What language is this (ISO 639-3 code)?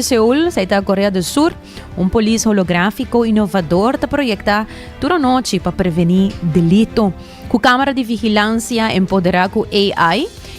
pap